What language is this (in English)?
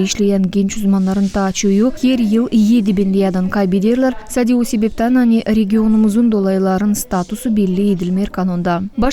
Gagauz